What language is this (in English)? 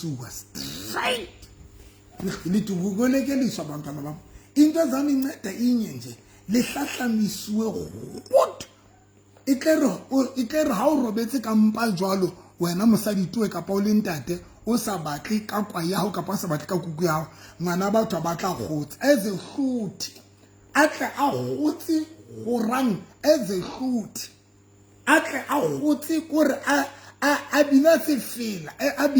Southern Sotho